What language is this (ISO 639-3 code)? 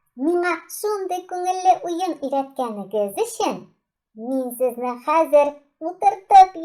tat